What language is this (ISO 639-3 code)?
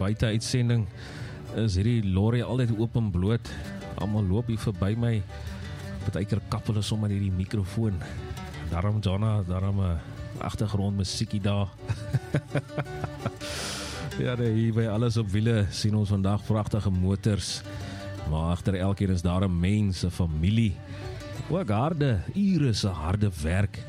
afr